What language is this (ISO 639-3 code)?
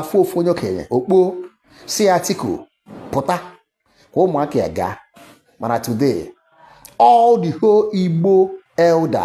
ibo